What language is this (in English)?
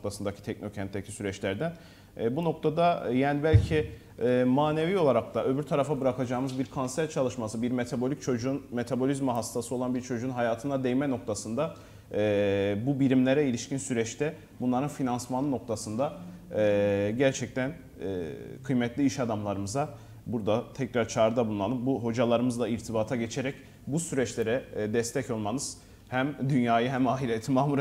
Turkish